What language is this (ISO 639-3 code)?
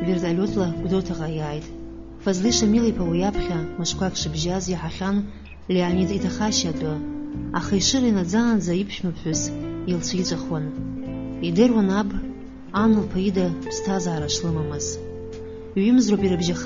abk